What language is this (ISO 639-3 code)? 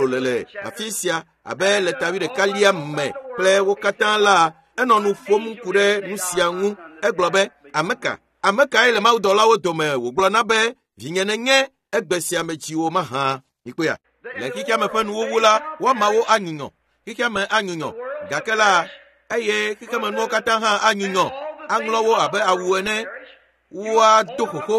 ewe